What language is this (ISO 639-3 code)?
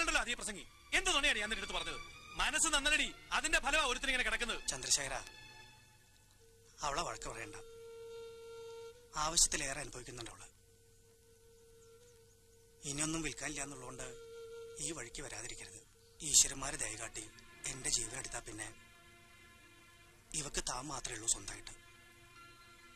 mal